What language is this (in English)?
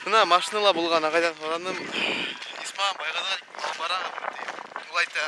Bashkir